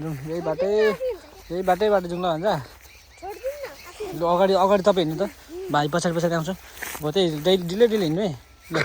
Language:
Nepali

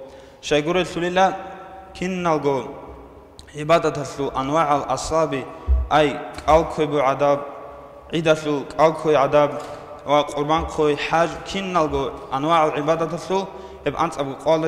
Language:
Avaric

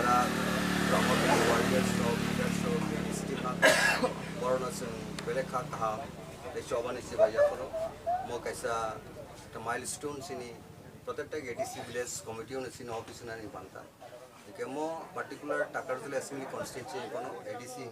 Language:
Kok Borok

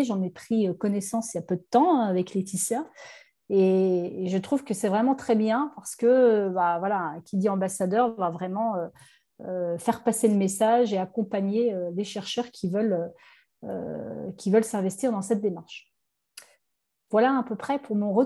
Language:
French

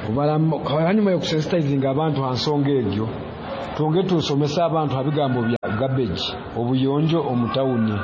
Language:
Nyoro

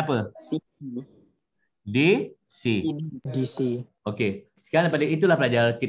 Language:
Malay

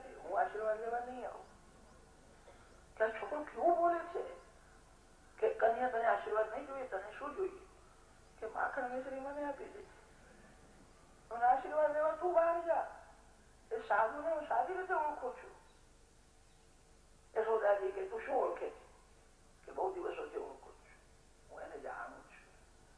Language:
Gujarati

